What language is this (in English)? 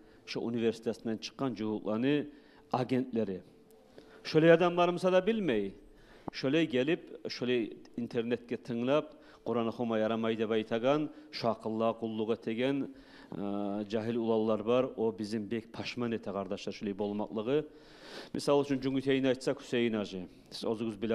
Kumyk